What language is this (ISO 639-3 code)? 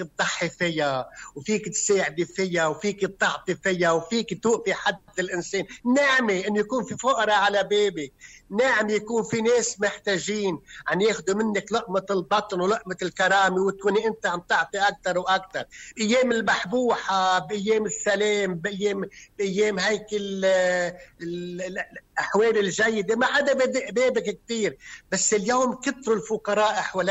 apc